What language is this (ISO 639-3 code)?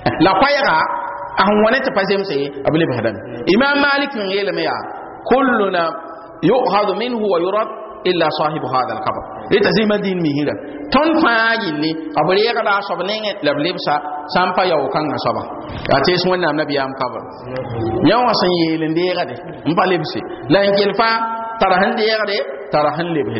mos